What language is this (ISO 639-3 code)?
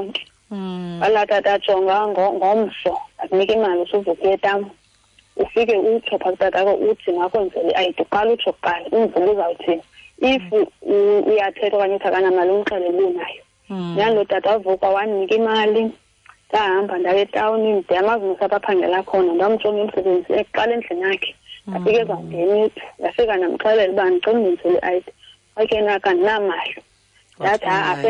xho